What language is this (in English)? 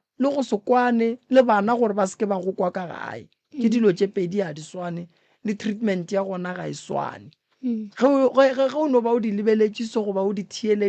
Northern Sotho